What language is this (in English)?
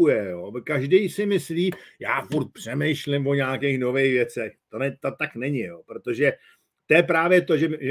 Czech